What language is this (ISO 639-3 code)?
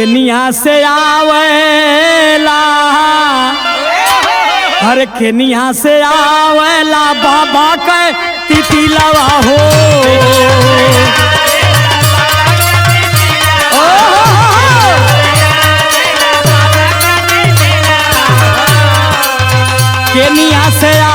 bho